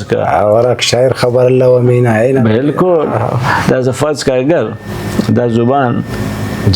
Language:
Brahui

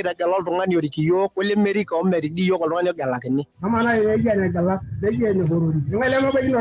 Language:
Masai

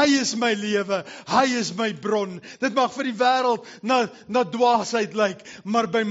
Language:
Afrikaans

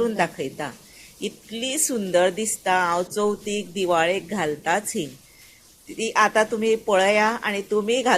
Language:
Konkani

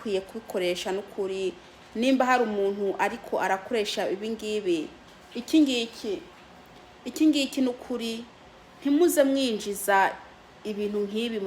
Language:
Rundi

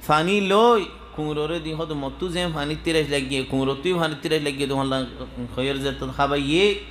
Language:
Rohingya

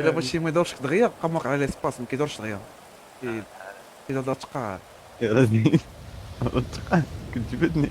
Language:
Moroccan Arabic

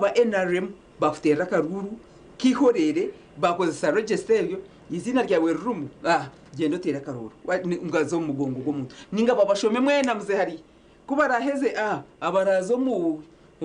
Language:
Nyankole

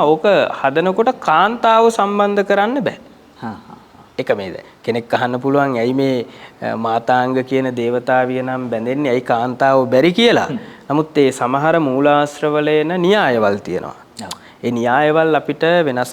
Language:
Sinhala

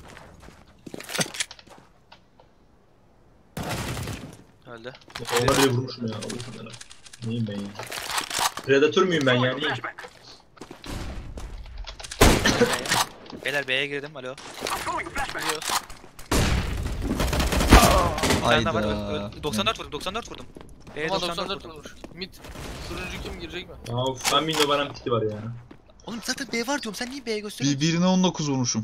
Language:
Turkish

